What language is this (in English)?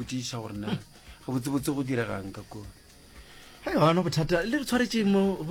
Northern Sotho